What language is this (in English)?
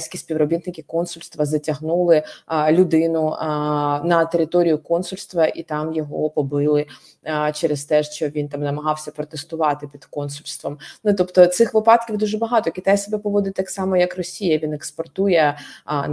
Ukrainian